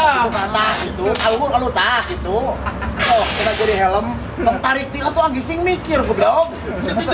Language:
Sundanese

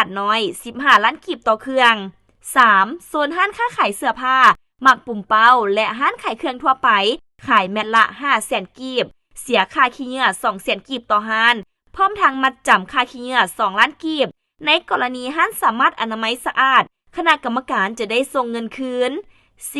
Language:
Lao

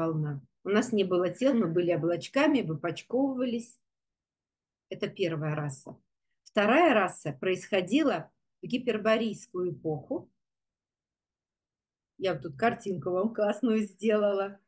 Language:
Russian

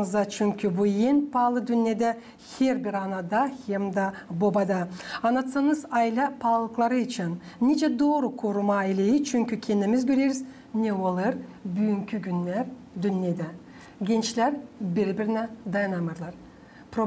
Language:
Gagauz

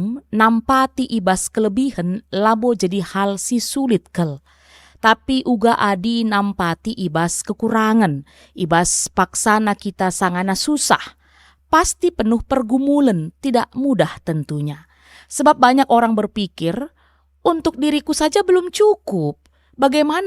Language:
Batak Karo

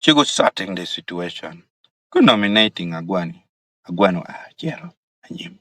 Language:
Acoli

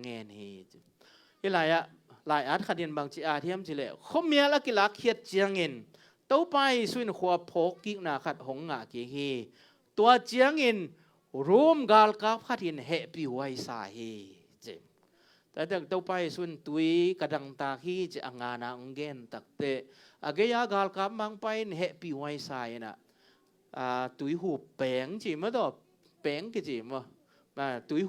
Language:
Tedim Chin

